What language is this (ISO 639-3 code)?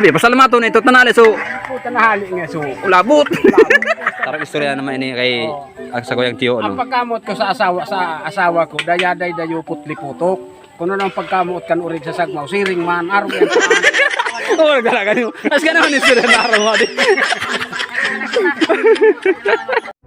bik